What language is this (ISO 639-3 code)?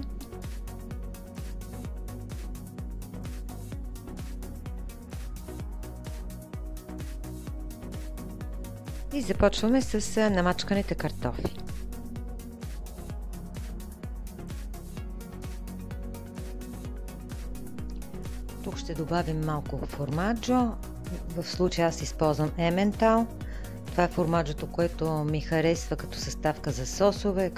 bul